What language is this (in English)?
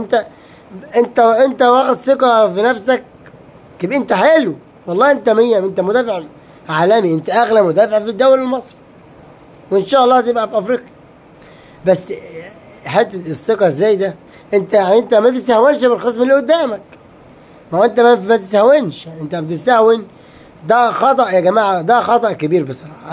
Egyptian Arabic